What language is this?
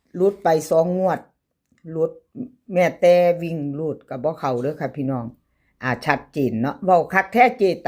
Northeastern Thai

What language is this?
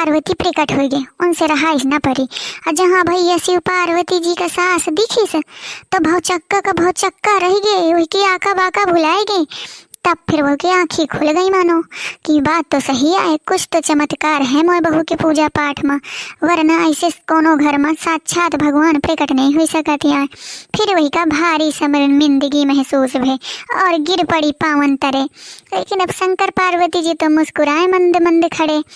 Awadhi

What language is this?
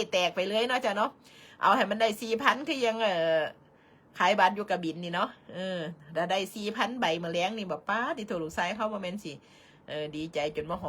Northeastern Thai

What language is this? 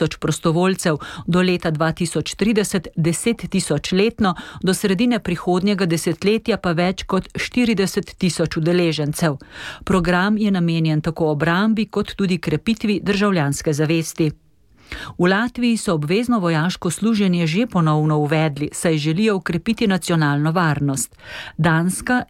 Slovenian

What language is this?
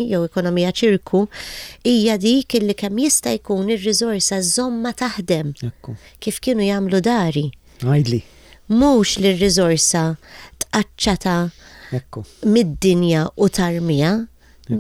Maltese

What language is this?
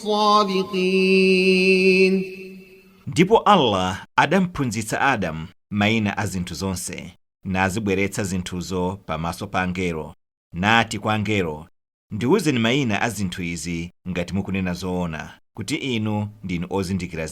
Nyanja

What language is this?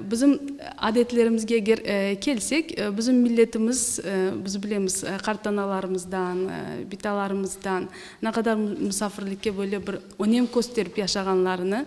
Crimean Tatar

